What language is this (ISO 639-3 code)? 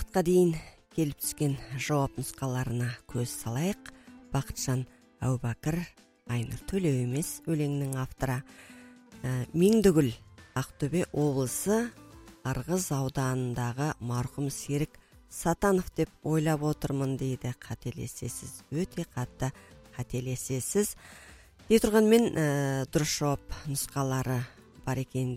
kaz